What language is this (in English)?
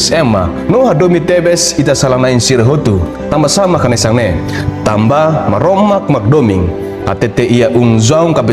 Tetum